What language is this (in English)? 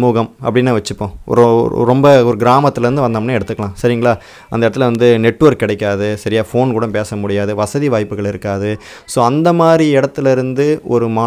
Tamil